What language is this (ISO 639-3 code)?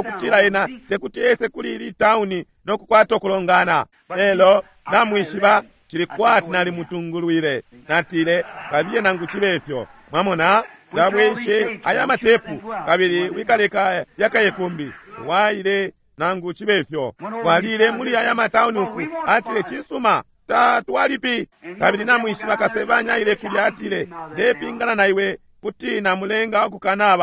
bem